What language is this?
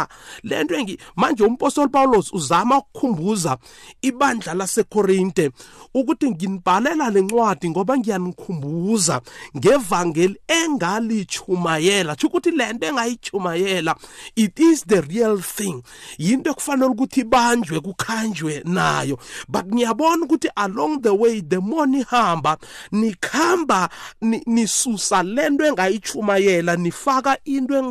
South Ndebele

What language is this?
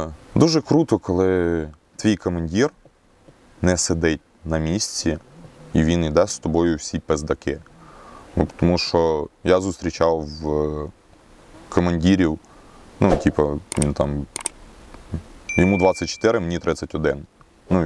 Ukrainian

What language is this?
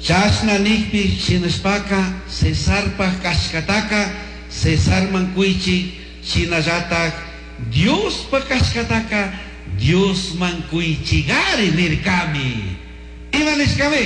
Chimborazo Highland Quichua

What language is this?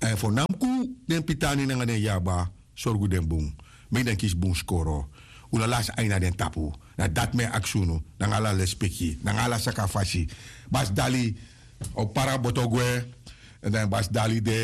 Sranan Tongo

